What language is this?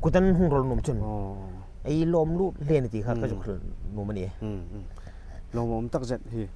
Hmar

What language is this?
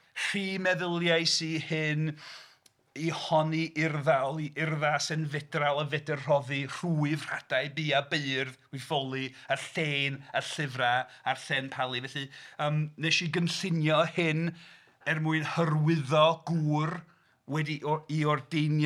Welsh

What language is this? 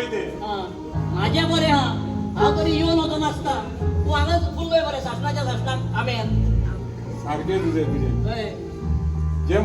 Konkani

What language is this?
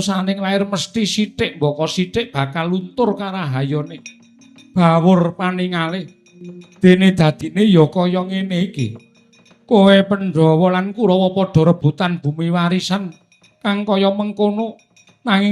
Javanese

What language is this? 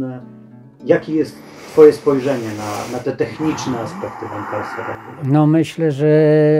Polish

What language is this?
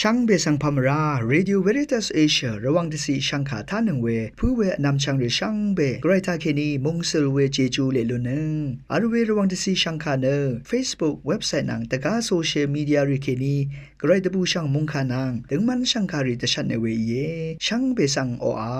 Rawang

